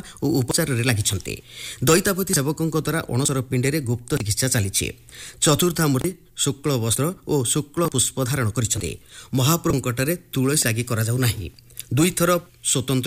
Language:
Odia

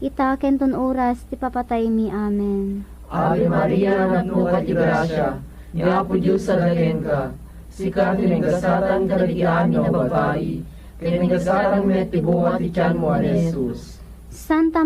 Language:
Iloko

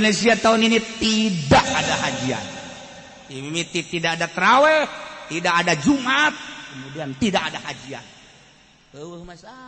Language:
Sundanese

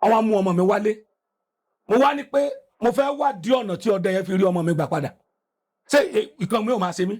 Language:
Yoruba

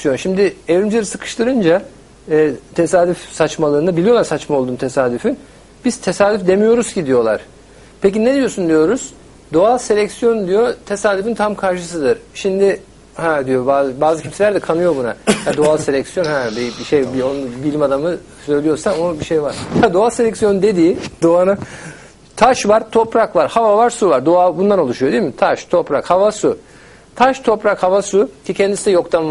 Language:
Turkish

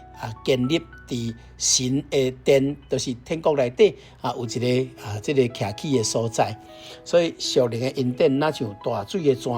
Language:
Min Nan Chinese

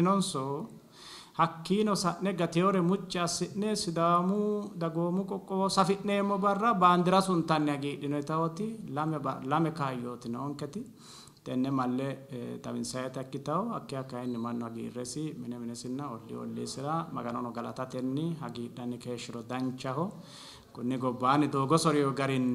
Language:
Sidamo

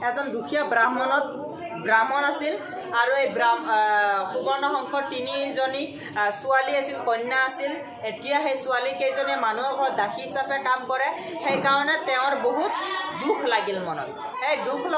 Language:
Assamese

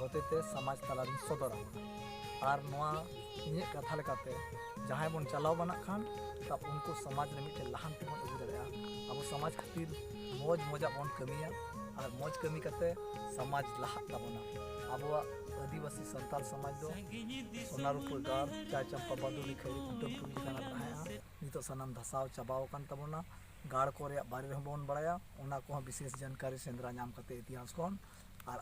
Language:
Santali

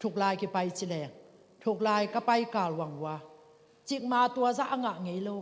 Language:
Tedim Chin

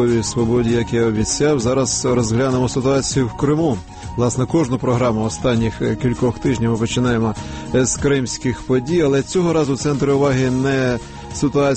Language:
Ukrainian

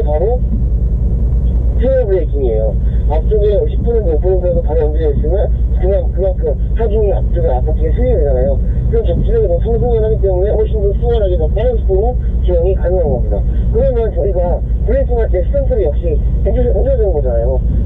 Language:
Korean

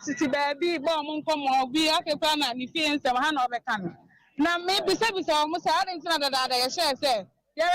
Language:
Akan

